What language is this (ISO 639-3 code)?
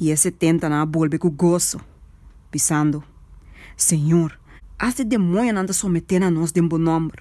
pap